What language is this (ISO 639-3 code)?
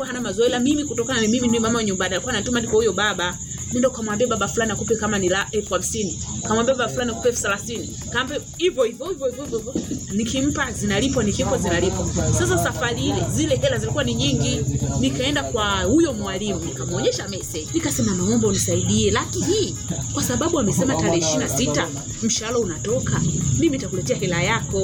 swa